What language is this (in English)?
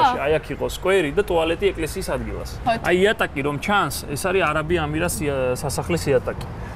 Georgian